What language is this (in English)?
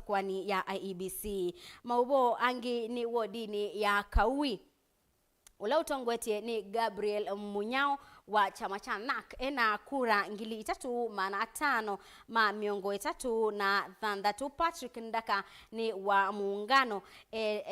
Kamba